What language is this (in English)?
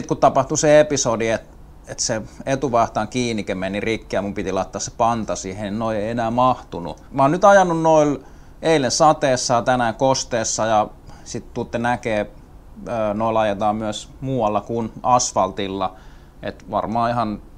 Finnish